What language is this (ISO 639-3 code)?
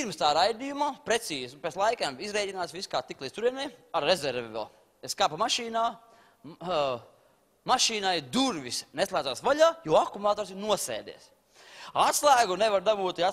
lav